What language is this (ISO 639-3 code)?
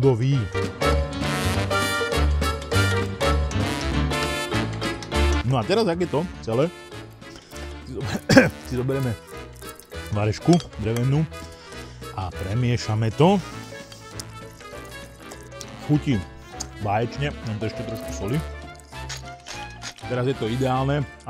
slk